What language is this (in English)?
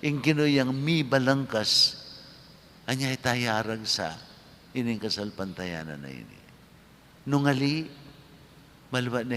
Pampanga